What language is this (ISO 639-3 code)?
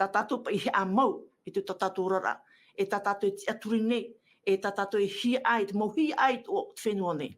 tah